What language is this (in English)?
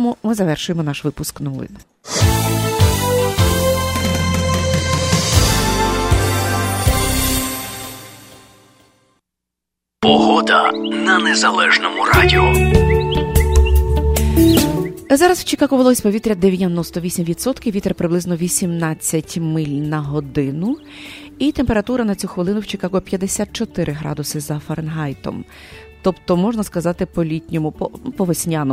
Ukrainian